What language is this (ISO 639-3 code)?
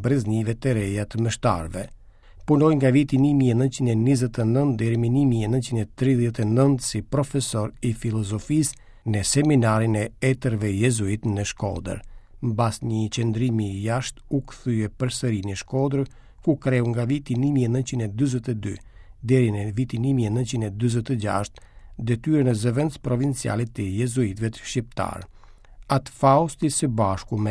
sqi